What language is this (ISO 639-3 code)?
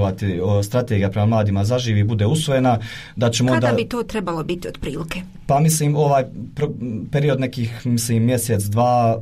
bos